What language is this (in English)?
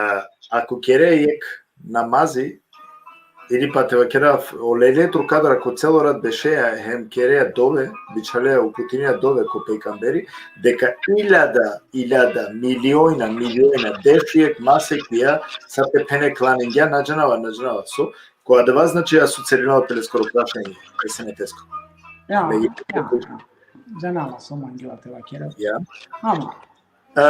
Balkan Romani